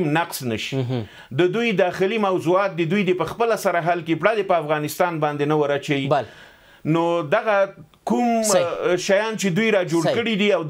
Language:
Pashto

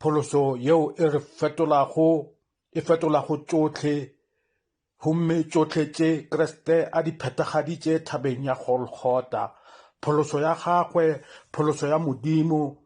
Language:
Northern Sotho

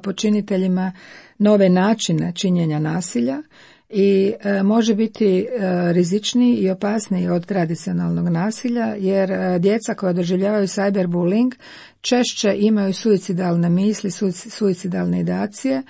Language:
Croatian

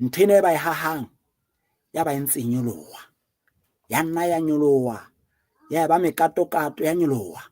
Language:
Southern Sotho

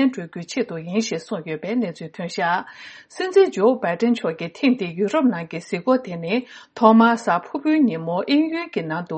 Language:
Tibetan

